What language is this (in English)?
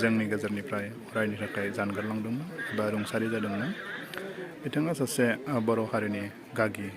Bodo